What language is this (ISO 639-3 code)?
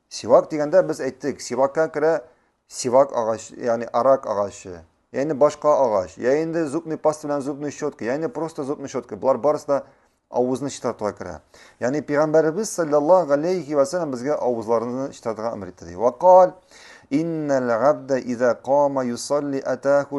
tat